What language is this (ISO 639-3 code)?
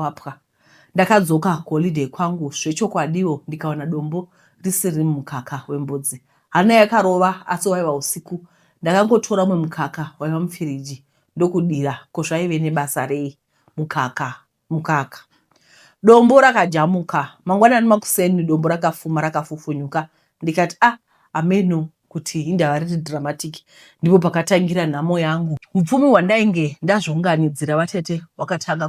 sna